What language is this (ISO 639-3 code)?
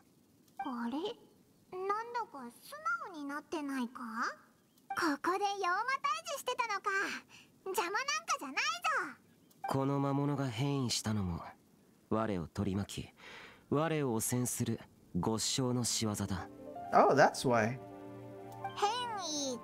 jpn